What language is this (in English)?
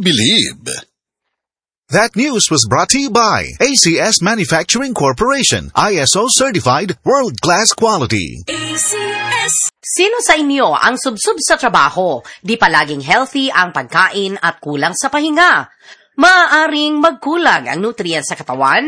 Filipino